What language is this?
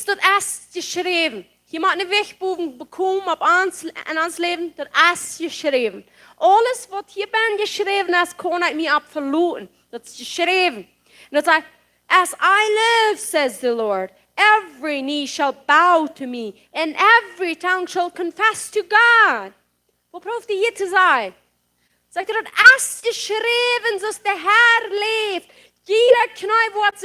Plautdietsch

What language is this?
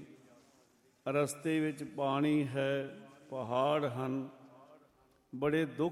Punjabi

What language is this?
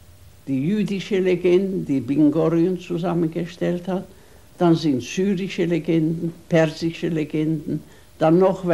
German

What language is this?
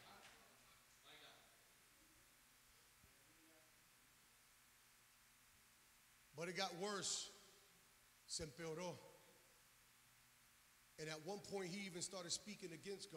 English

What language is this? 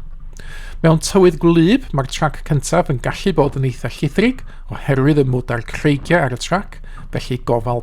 Welsh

